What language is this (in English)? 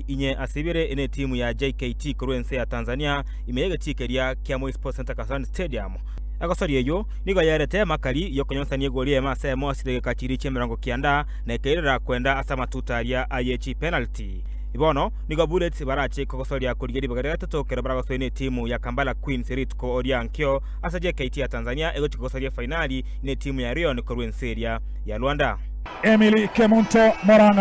Gusii